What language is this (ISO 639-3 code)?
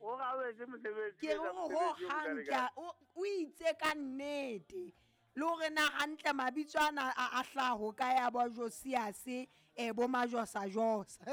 sot